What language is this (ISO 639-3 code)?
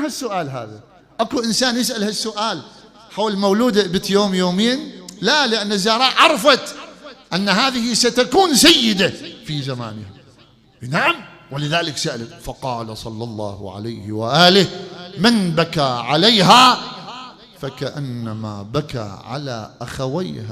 acm